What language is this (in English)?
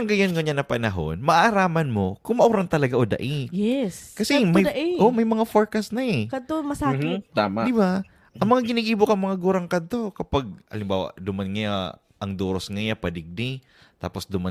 Bikol